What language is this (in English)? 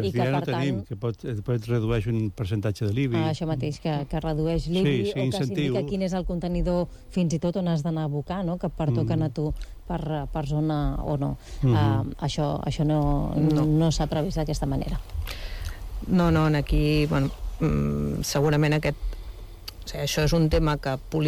Catalan